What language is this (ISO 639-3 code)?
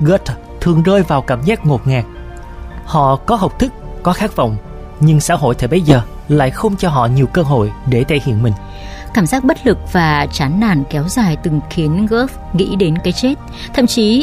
vie